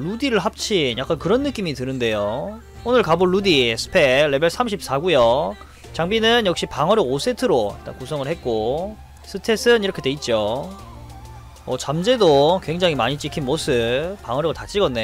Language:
Korean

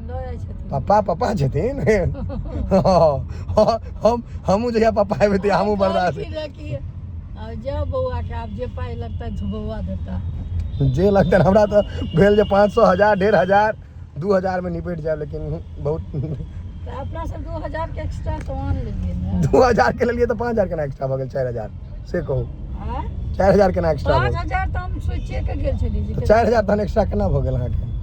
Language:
Maithili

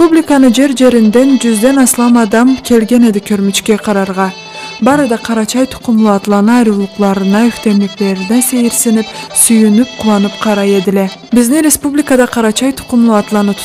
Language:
Karachay-Balkar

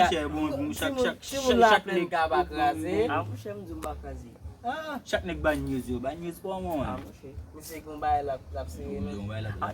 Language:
Haitian Creole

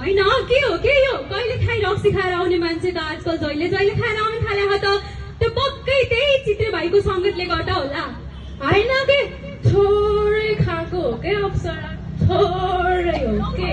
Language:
Nepali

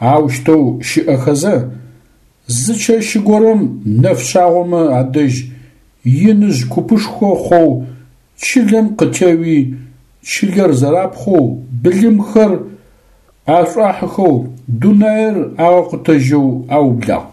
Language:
Adyghe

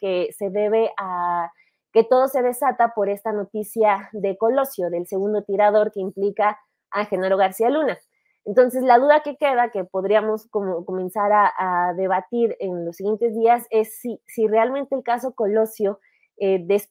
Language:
Spanish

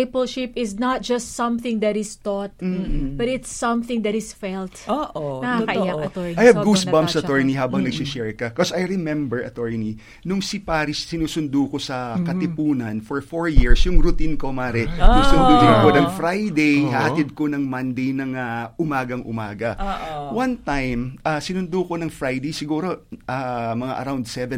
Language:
Filipino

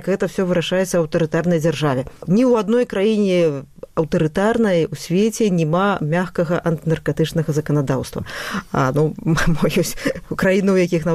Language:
Belarusian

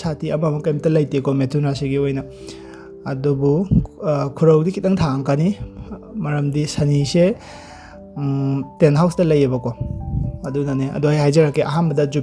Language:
Manipuri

